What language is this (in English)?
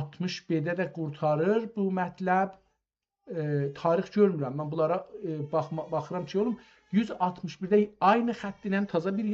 South Azerbaijani